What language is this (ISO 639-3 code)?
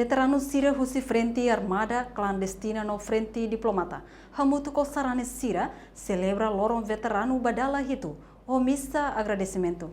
tet